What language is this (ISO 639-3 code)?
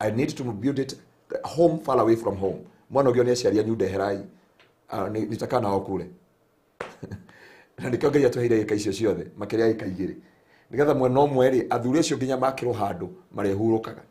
kik